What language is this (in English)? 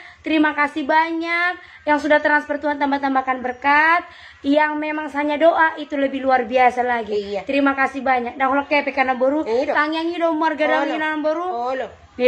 Batak Toba